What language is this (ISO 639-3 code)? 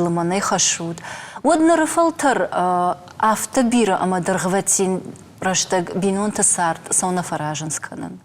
oss